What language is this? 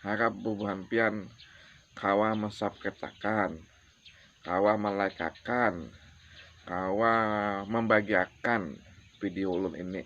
Banjar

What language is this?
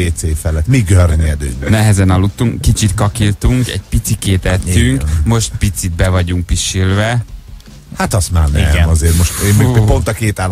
Hungarian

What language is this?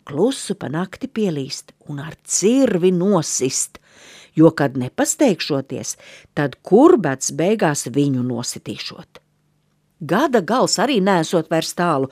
Latvian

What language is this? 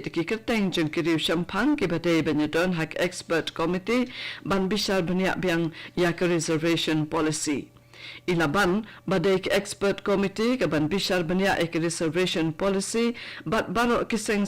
Khasi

